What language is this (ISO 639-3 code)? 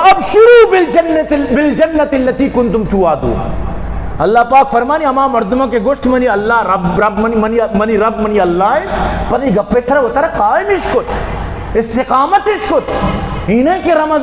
bal